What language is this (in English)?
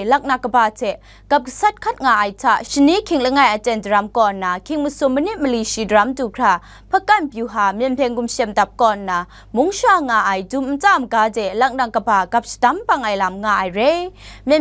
Kachin